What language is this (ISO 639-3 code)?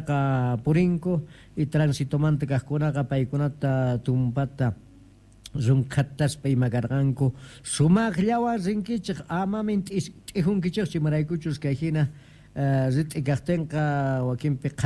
quh